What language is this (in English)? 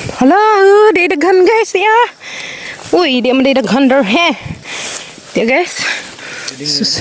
Cebuano